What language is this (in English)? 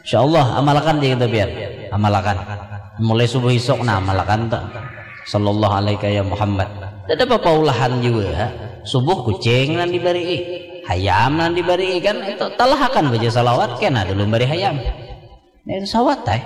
Banjar